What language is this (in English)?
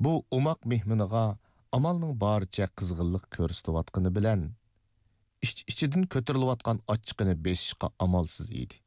Uyghur